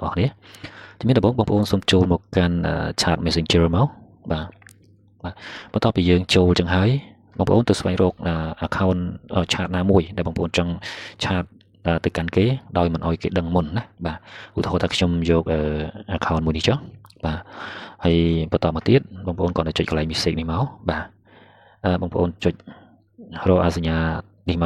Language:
Khmer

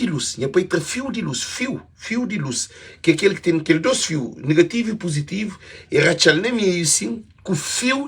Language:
Kabuverdianu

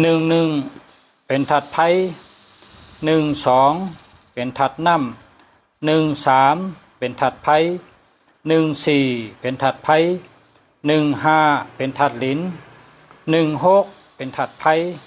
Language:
Shan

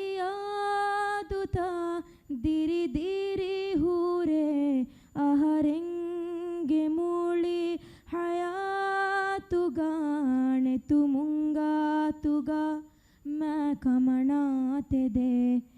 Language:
Divehi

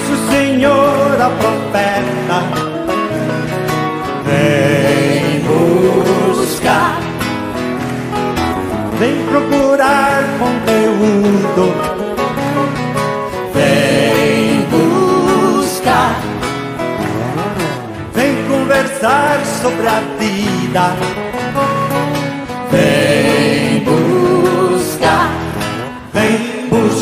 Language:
Portuguese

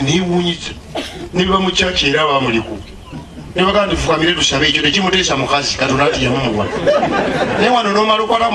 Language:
Ganda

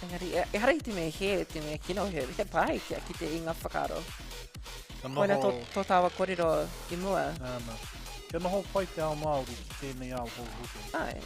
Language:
Māori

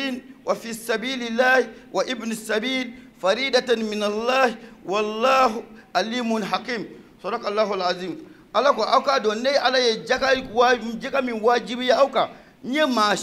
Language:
Bambara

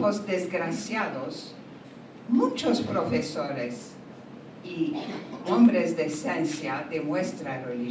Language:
Ladino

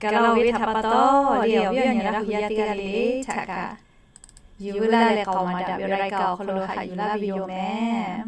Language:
Lahu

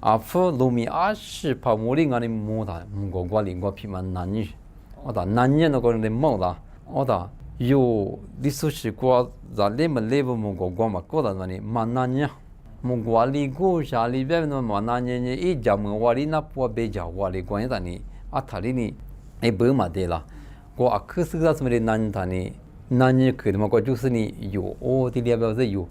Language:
Lisu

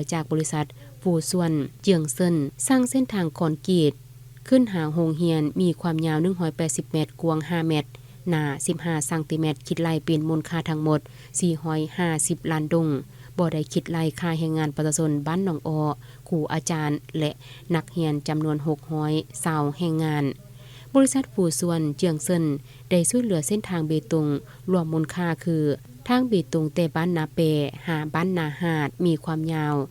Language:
Lao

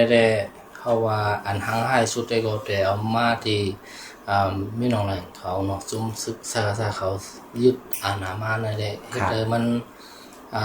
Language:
Shan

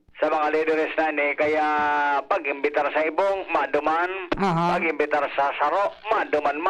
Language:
Bikol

